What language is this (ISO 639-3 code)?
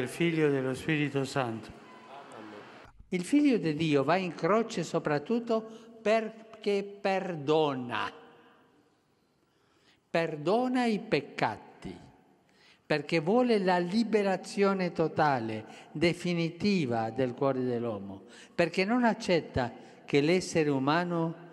ita